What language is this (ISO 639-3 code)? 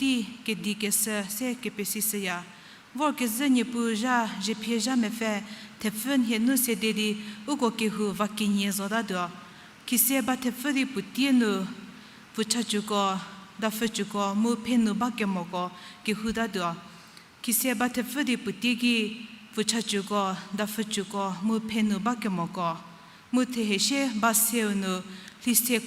njm